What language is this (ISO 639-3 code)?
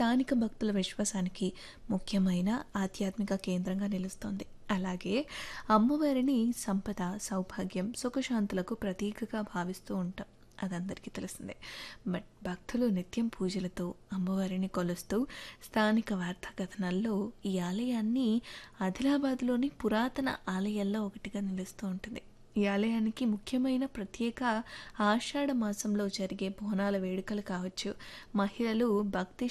tel